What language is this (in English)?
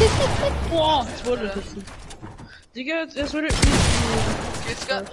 Bavarian